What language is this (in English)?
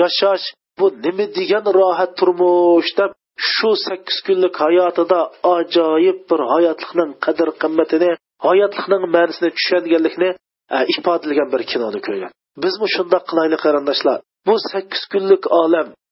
Uyghur